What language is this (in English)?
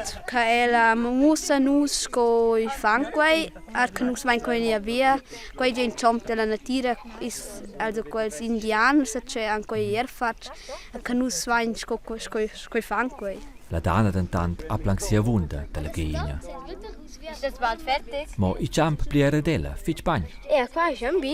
Romansh